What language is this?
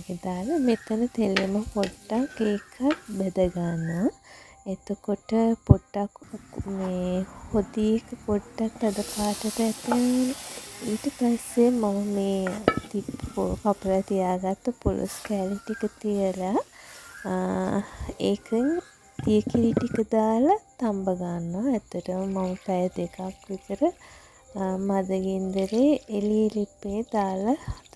Sinhala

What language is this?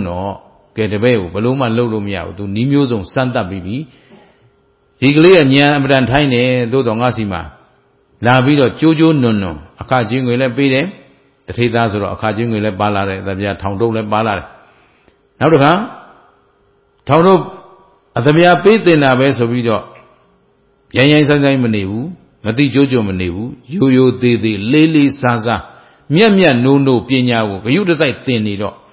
Burmese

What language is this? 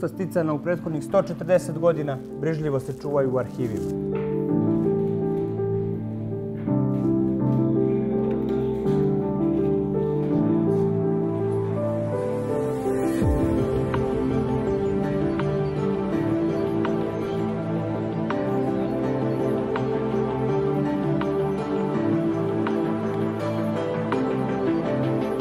Serbian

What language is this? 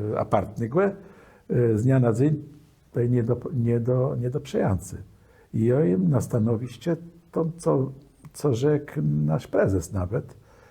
Kashubian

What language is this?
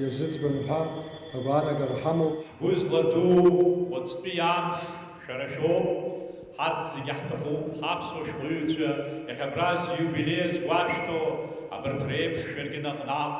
Abkhazian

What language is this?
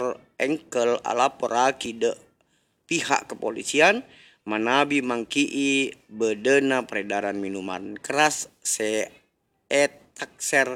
Madurese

